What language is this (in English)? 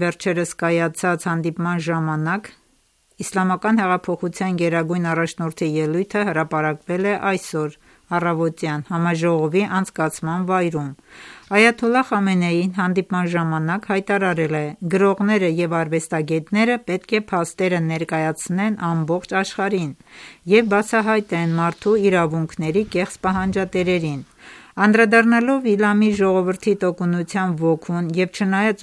Armenian